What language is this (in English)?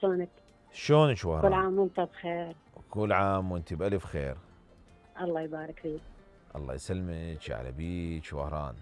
Mesopotamian Arabic